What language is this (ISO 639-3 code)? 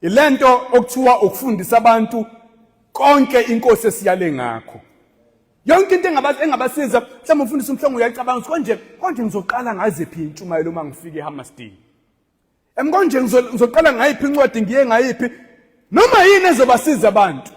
zul